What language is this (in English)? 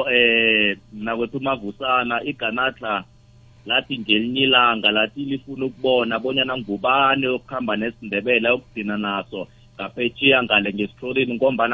South Ndebele